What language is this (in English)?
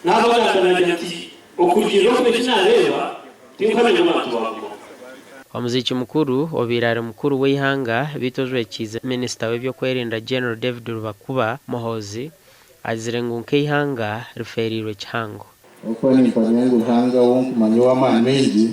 Nyankole